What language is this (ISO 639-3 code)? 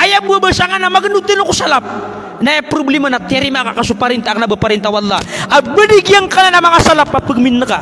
mrw